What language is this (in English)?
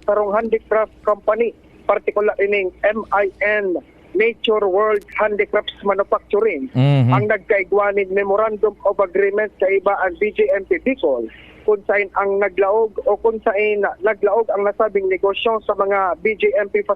Bikol